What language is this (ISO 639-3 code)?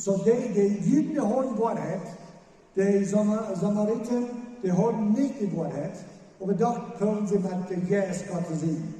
pdt